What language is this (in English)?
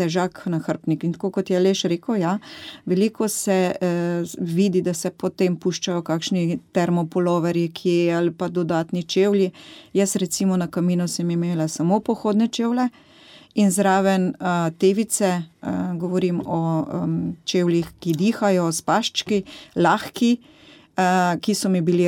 Slovenian